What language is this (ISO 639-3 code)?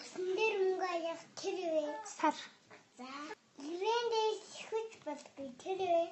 mon